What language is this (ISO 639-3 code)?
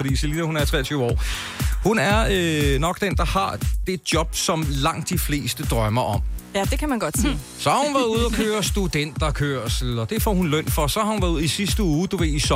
dan